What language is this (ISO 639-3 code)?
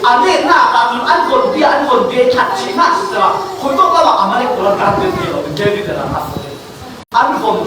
cfm